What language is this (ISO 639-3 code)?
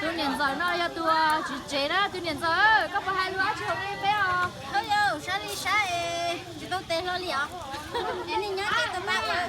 hmn